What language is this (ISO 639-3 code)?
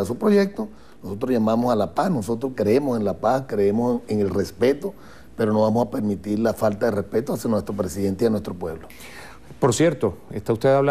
spa